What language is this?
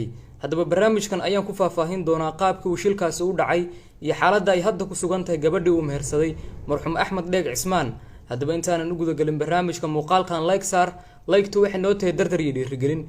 Somali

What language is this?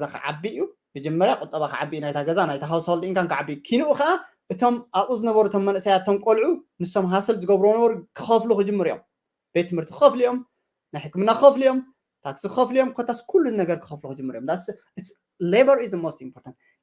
Tigrinya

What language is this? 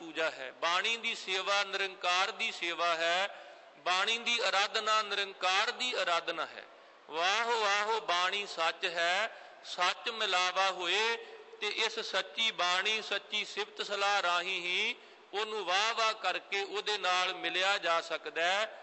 Punjabi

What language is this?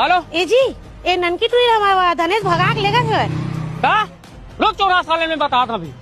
Chhattisgarhi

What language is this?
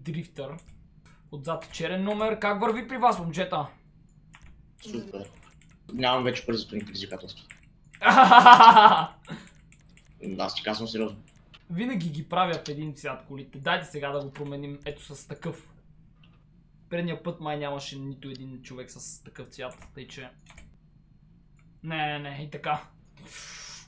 Bulgarian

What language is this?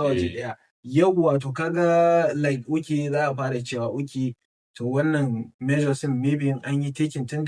Hausa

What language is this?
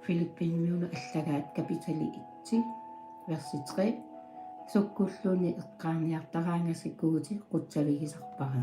Kalaallisut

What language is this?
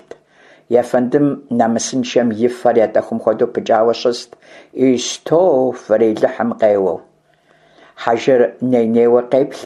Kabardian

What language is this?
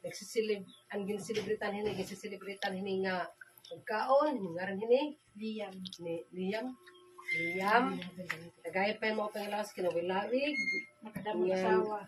Waray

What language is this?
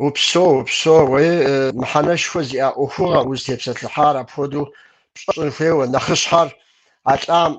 Kabardian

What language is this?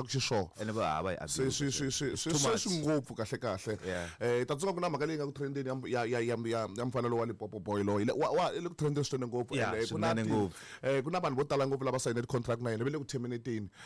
Tsonga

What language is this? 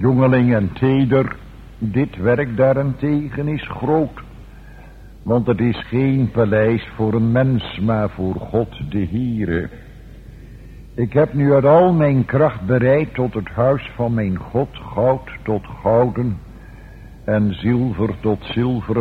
Dutch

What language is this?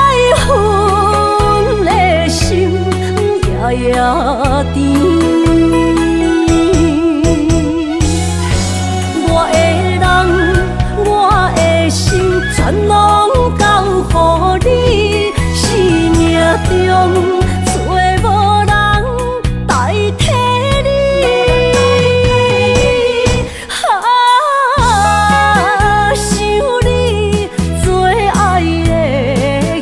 Min Nan Chinese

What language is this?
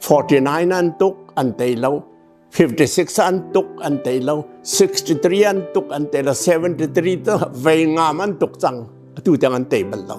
Hakha Chin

